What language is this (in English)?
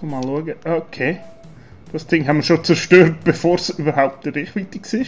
Swiss German